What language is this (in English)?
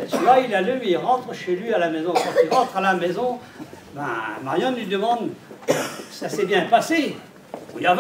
Breton